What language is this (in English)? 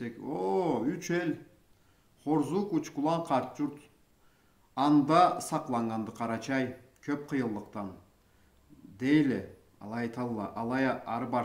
Karachay-Balkar